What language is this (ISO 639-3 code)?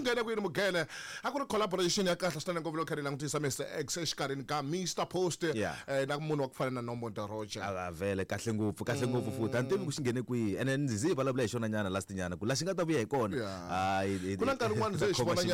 tso